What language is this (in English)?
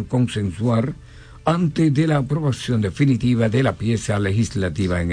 Spanish